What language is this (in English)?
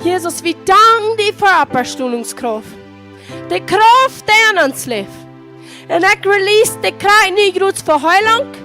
Plautdietsch